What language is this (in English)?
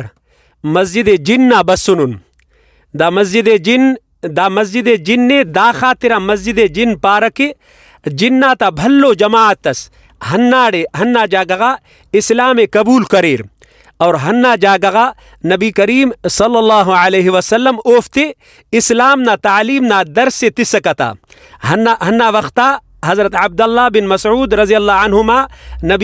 Brahui